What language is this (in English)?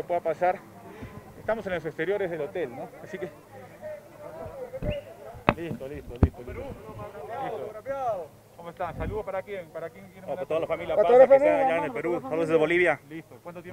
Spanish